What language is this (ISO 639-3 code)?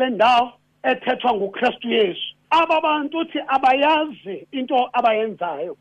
xho